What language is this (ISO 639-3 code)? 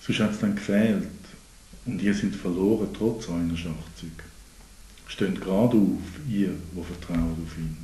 gsw